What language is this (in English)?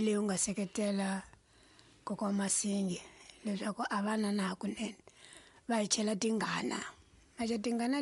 Tsonga